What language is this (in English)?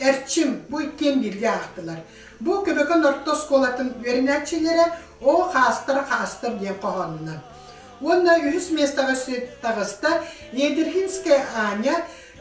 Yakut